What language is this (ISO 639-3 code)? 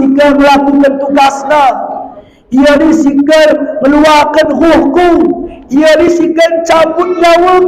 btz